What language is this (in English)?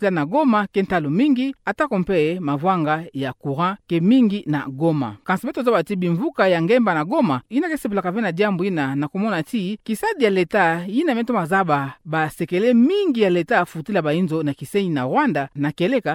Kituba (Democratic Republic of Congo)